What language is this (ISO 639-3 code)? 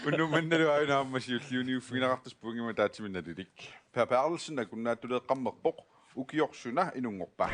kal